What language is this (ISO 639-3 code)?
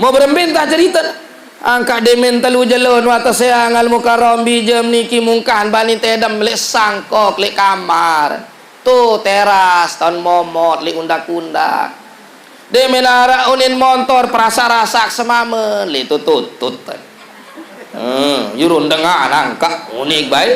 sas